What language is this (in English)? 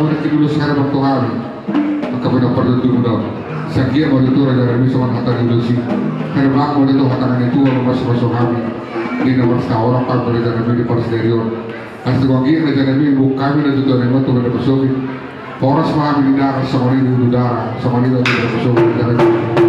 Batak Toba